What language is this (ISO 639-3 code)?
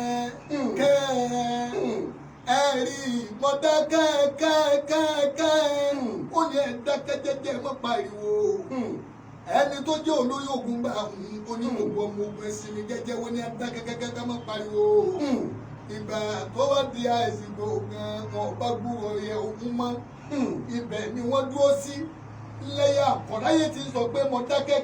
yor